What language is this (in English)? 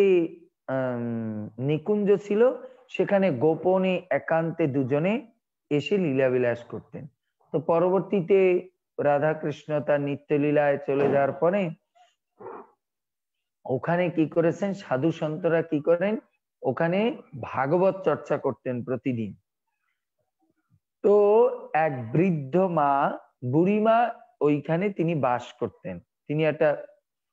Bangla